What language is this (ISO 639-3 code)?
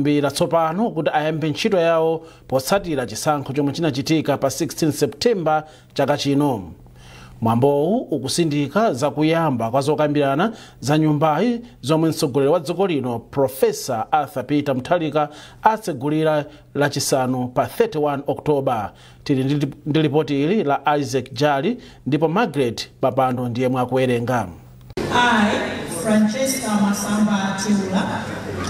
nya